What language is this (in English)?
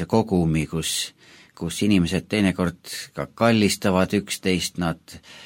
Estonian